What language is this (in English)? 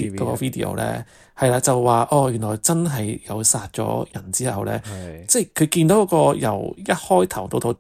Cantonese